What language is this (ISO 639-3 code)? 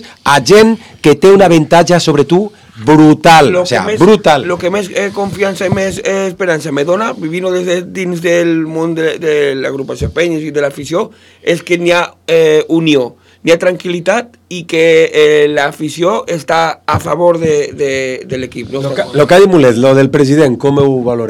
cat